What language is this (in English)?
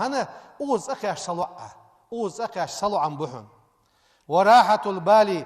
Ingush